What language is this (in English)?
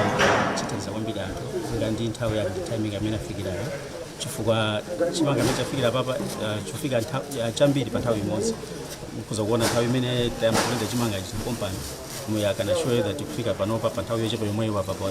Nyanja